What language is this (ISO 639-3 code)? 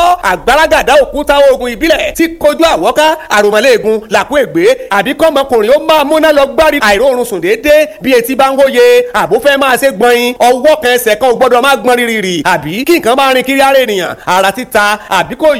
yor